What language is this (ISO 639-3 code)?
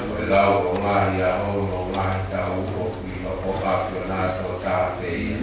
ton